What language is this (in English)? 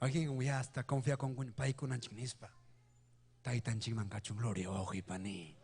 Ayacucho Quechua